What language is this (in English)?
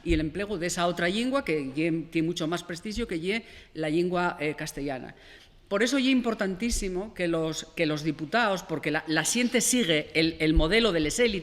Asturian